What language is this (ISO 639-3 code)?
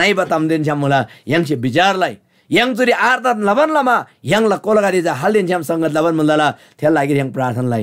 taj